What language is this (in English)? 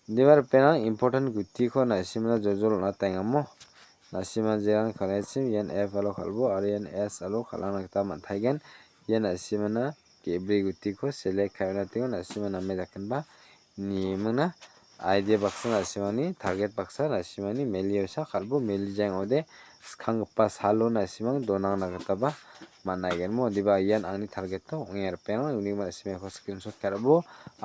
Garo